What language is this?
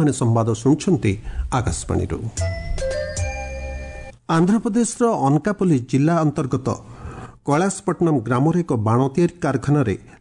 Odia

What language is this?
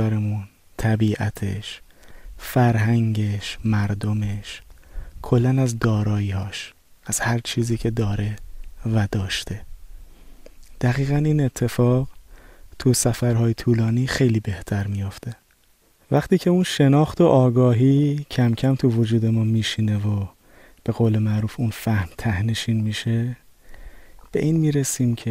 Persian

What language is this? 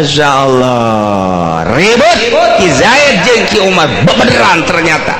Sundanese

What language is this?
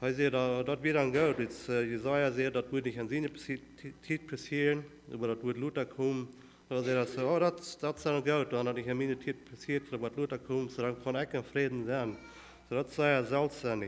Plautdietsch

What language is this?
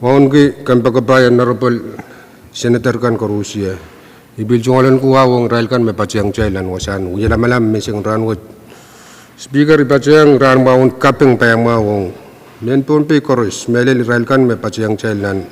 Pohnpeian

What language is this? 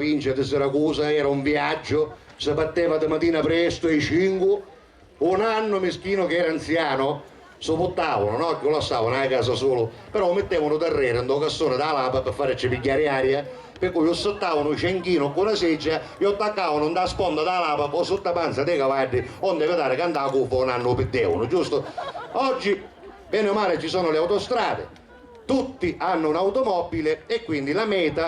Sicilian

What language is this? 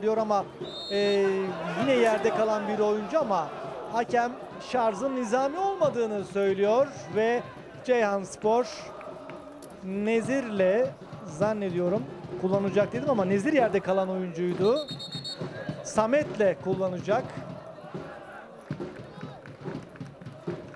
Turkish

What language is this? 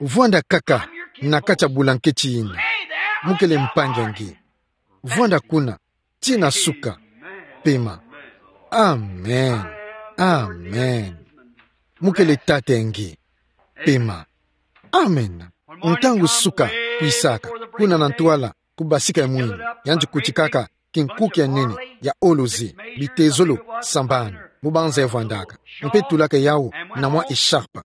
Kituba (Democratic Republic of Congo)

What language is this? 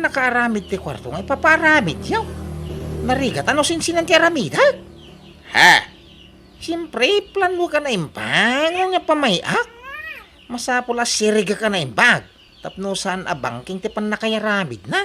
Iloko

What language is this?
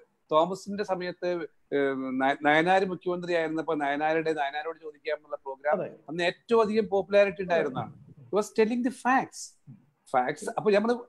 Malayalam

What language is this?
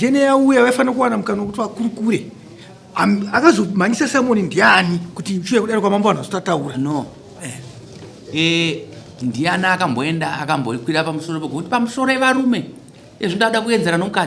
Shona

